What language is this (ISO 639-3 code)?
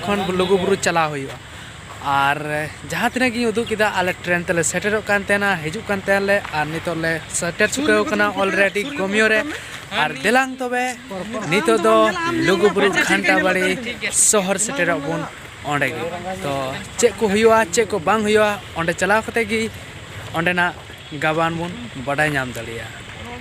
sat